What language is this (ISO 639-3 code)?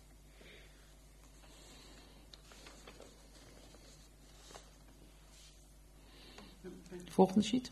nld